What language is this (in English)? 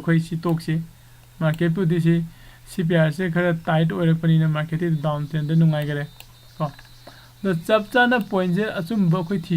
Manipuri